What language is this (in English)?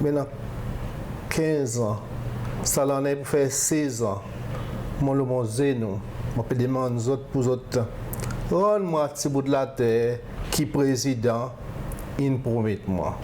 Seselwa Creole French